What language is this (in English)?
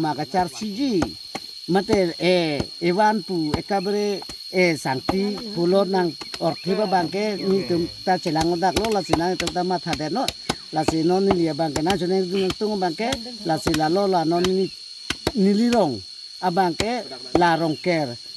Karbi